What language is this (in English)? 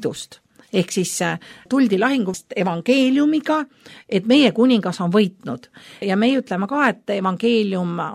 Estonian